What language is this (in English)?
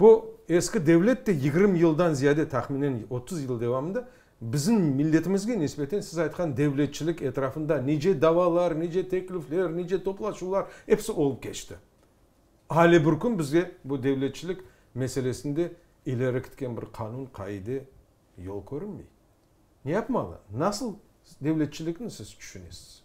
Crimean Tatar